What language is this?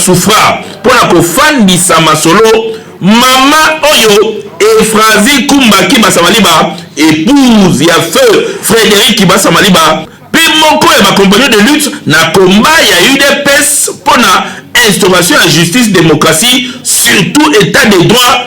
Lingala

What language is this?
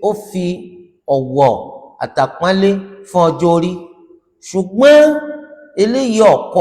Yoruba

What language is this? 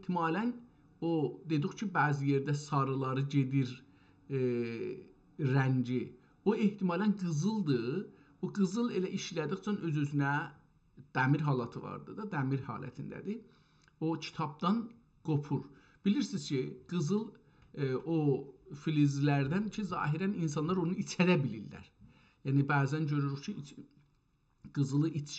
South Azerbaijani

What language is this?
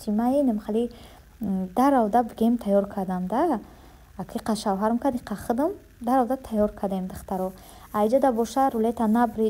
Tajik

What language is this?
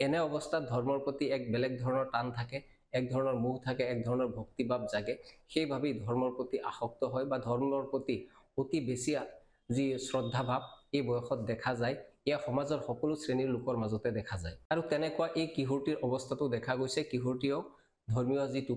Assamese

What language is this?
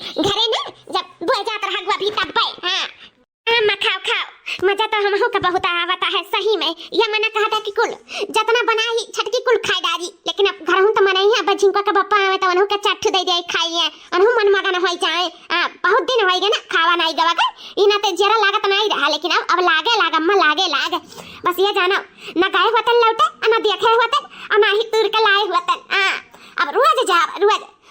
Awadhi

